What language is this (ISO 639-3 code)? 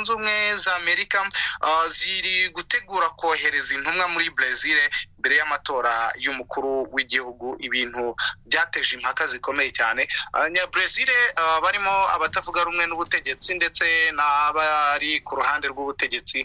kin